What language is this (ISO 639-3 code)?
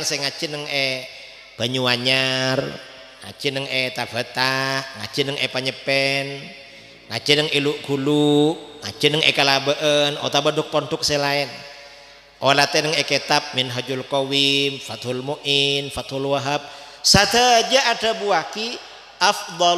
mad